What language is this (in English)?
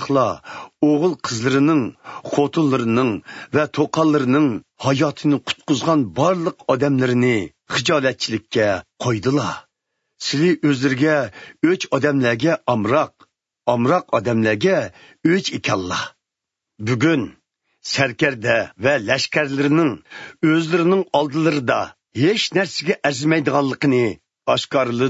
Uyghur